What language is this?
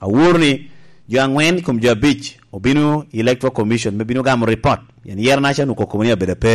Lango (Uganda)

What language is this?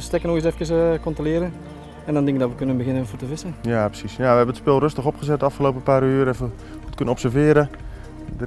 Dutch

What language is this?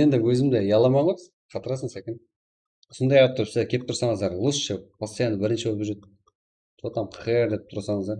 Kara-Kalpak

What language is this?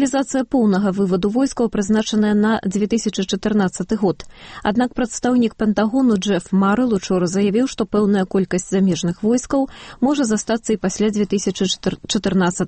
Belarusian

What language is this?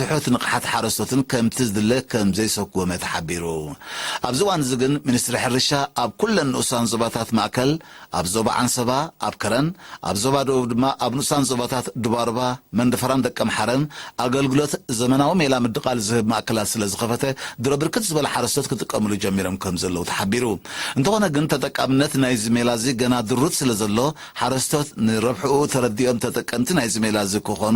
Tigrinya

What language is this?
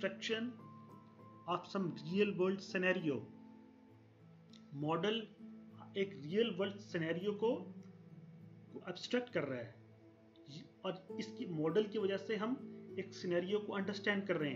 Hindi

